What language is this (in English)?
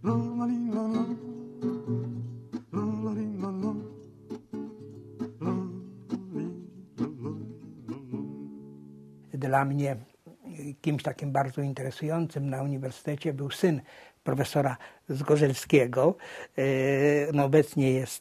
Polish